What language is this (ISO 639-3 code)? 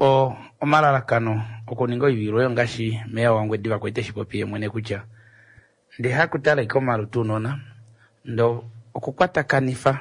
kua